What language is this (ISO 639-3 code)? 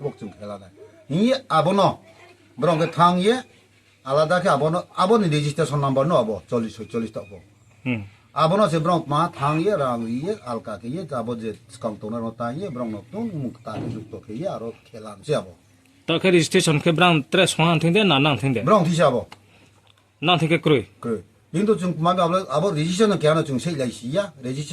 ria